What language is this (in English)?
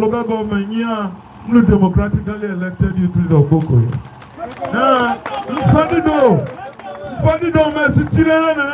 Tiv